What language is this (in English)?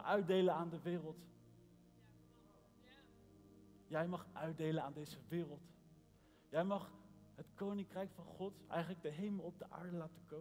Dutch